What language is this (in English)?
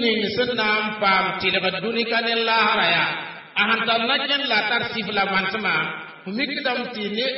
Mossi